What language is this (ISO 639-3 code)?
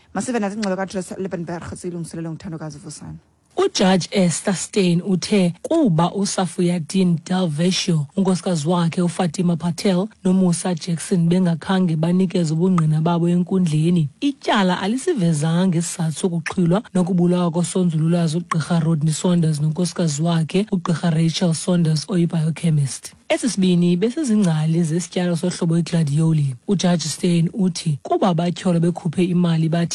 xho